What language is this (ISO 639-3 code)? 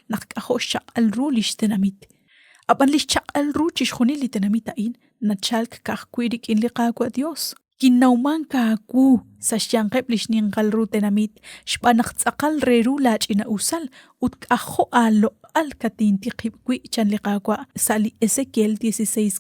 kek